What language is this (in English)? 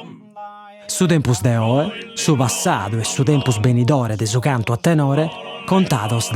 Sardinian